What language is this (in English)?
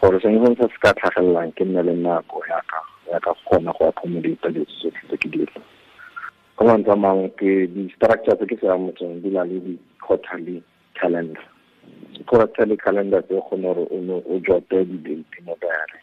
Tswana